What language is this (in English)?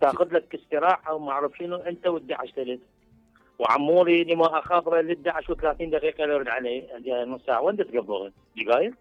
Mesopotamian Arabic